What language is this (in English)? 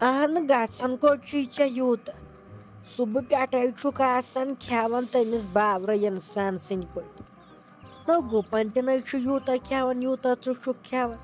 Kashmiri